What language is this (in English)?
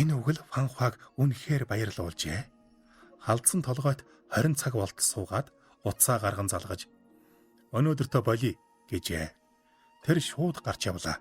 Mongolian